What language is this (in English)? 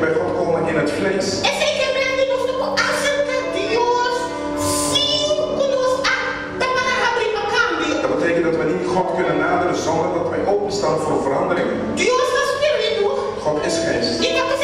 Papiamento